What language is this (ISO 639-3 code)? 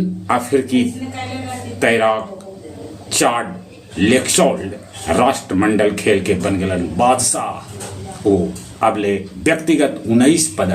mag